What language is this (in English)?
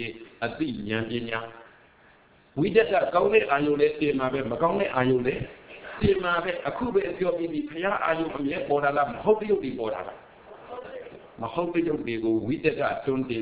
Burmese